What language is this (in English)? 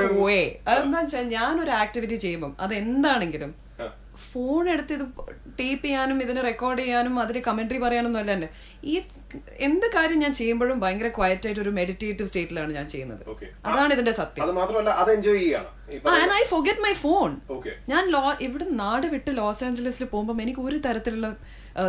Malayalam